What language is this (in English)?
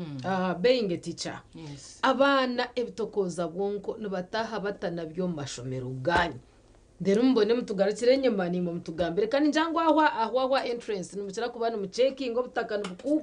Nyankole